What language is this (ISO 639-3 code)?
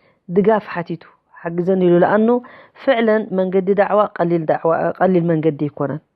tir